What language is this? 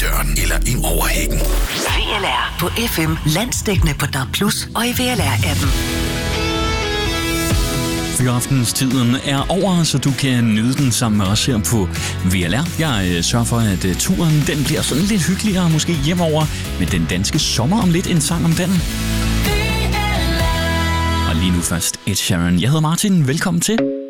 Danish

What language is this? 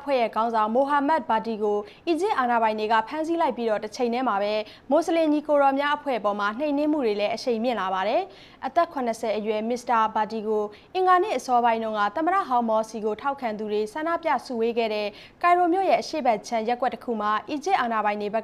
Burmese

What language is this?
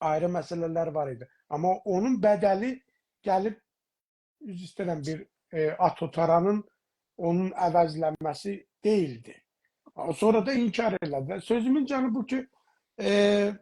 South Azerbaijani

